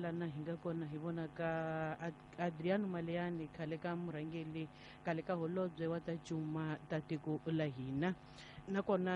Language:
Tsonga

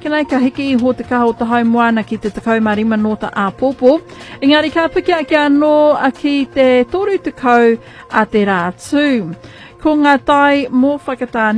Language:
Māori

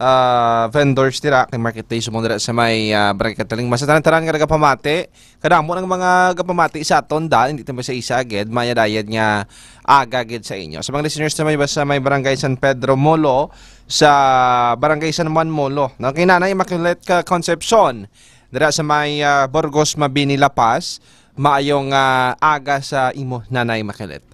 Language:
Hiligaynon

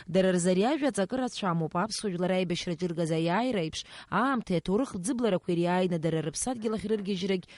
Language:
Abkhazian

